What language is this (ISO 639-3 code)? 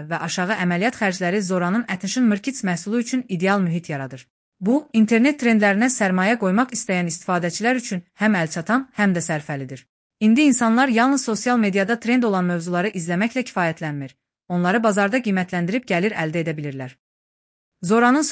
aze